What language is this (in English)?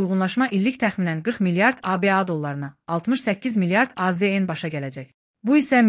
Azerbaijani